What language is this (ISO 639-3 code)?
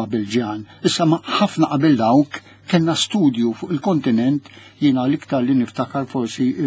mlt